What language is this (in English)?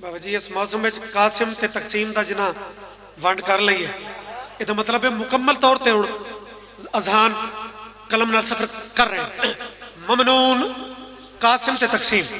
Pahari-Potwari